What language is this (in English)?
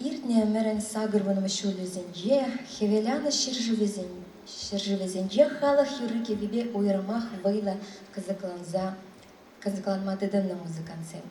Chuvash